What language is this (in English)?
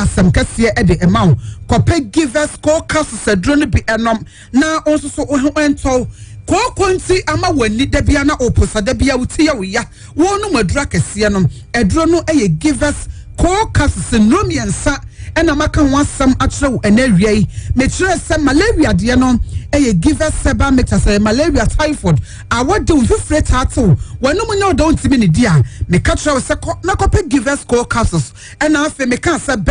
Akan